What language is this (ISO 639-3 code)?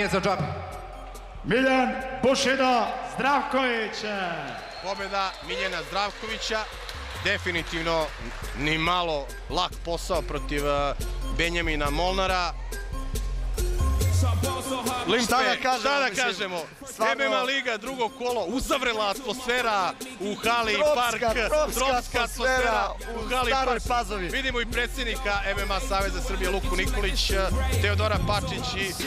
srp